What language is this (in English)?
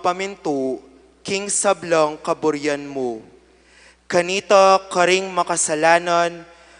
Pampanga